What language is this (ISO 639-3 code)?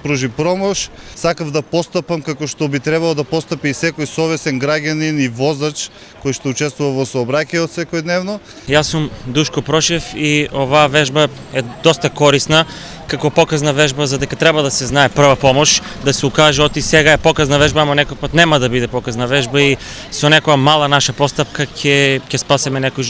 mkd